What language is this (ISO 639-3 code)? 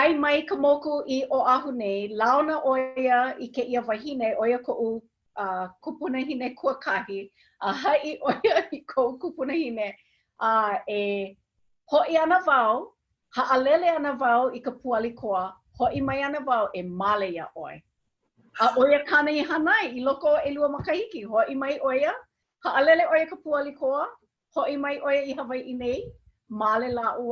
haw